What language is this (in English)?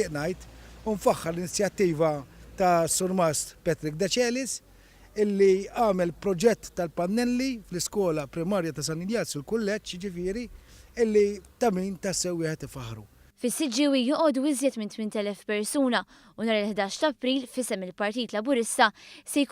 Maltese